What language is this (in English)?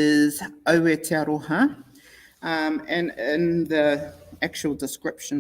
Māori